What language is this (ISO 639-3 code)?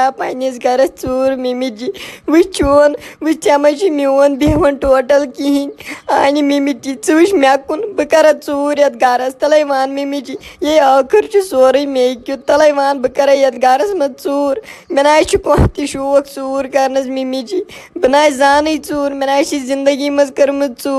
kas